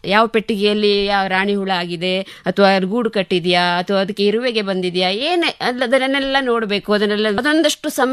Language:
Kannada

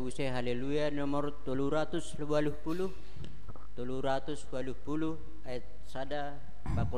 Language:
Batak Simalungun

